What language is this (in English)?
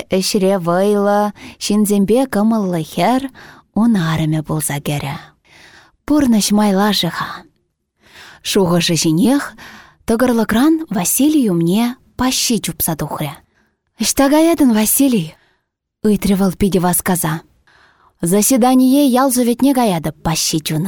Chuvash